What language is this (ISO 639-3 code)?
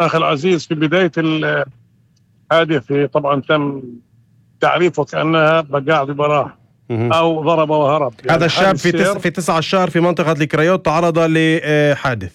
apc